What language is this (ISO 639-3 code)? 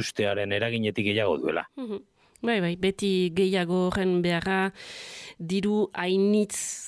eus